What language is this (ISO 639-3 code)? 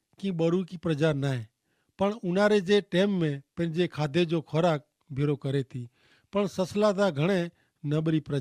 kfr